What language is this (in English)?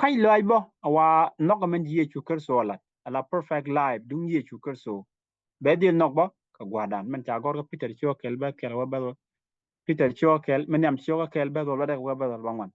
Nuer